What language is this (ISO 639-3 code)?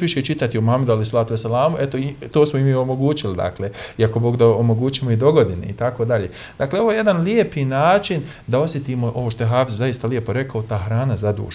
bos